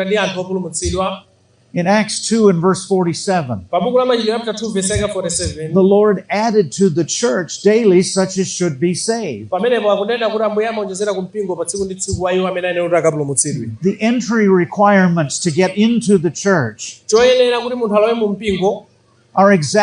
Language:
Nyanja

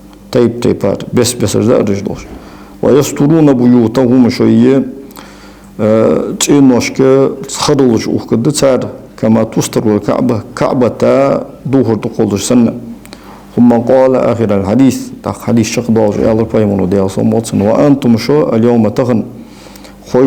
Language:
Ingush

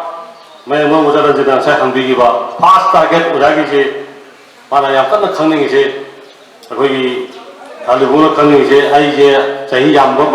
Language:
Manipuri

